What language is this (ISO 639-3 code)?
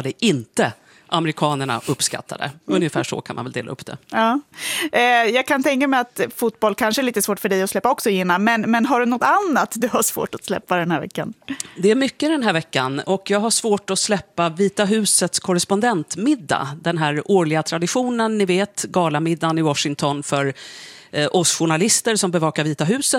swe